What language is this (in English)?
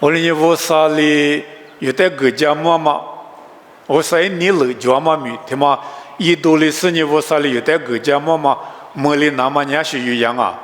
Lisu